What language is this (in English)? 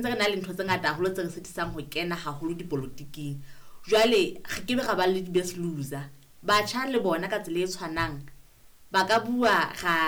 Southern Sotho